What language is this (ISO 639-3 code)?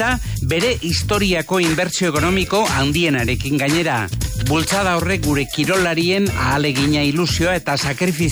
eus